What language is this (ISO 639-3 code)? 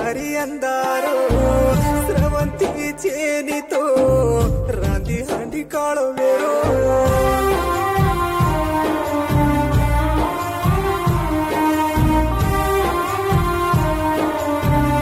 lmn